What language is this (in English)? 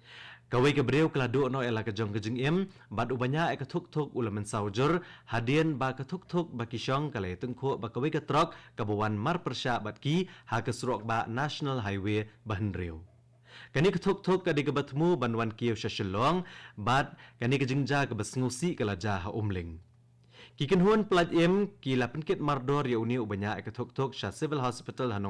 Khasi